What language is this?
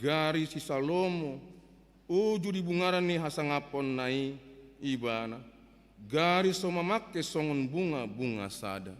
Batak Toba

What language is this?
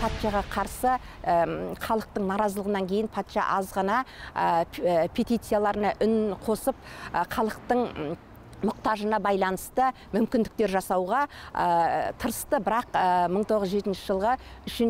Kazakh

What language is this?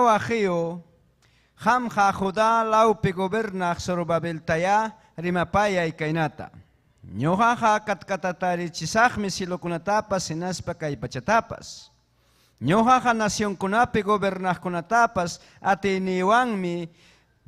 Ayacucho Quechua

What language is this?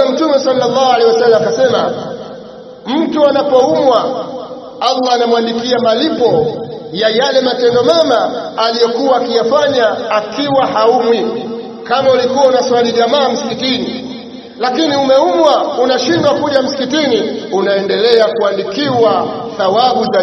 Swahili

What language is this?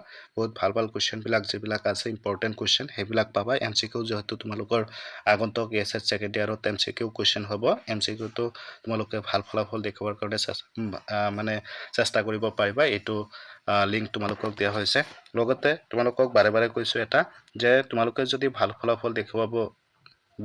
Assamese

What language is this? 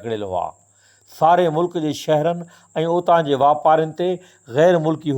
Sindhi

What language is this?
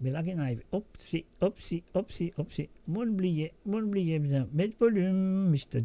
Morisyen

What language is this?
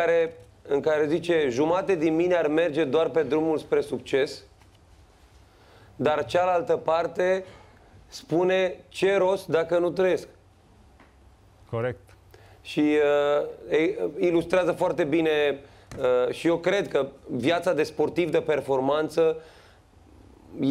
Romanian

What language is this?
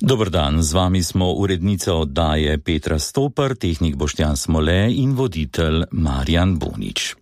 Slovenian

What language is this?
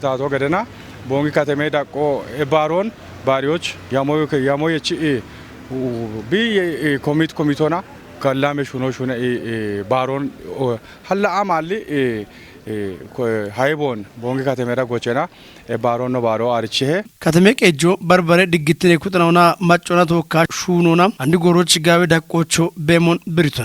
Kafa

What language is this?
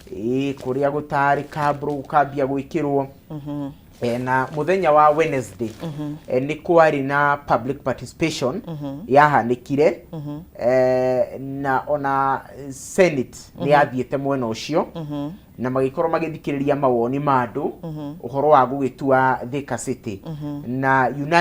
Kikuyu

